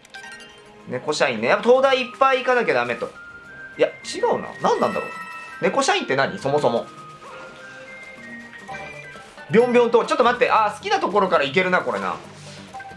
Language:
Japanese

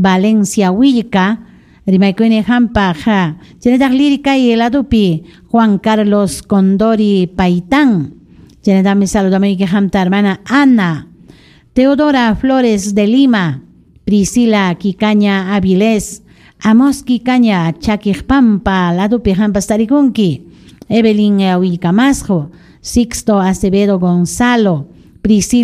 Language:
Ayacucho Quechua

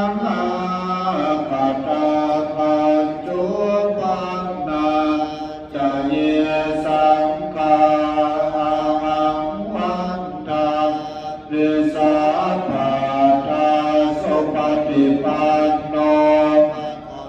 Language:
Pali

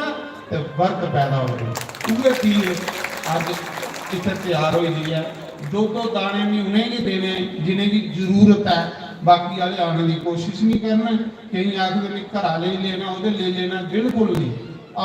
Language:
Dogri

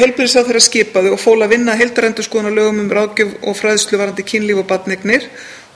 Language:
Icelandic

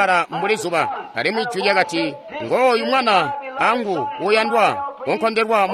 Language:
Tonga (Zambia)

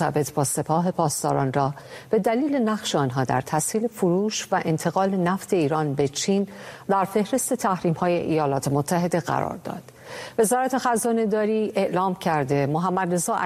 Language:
Persian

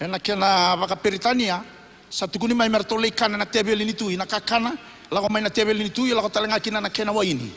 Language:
Fijian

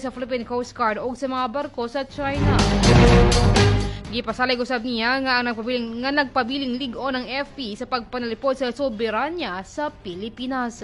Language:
Cebuano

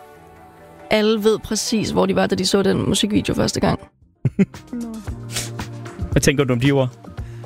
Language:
Danish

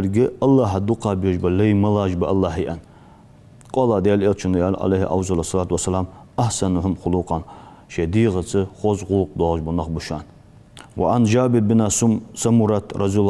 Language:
Ingush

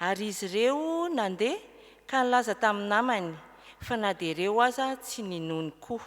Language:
Malagasy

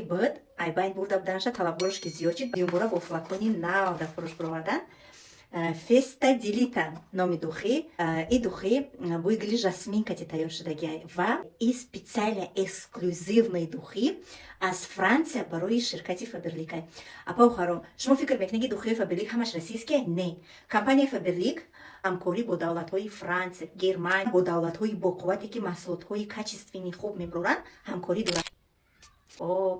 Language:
Tajik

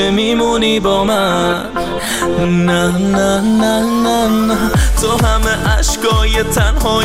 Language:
Persian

